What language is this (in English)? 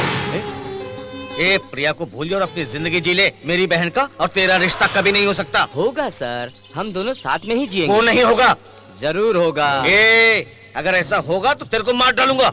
Hindi